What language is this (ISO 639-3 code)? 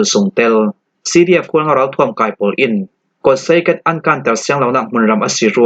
cfm